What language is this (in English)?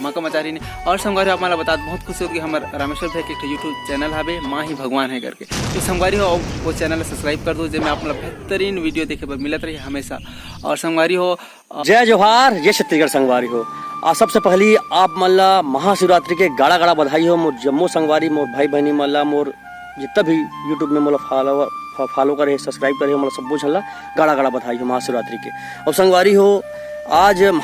Chhattisgarhi